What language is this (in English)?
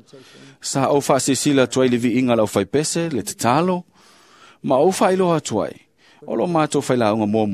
Samoan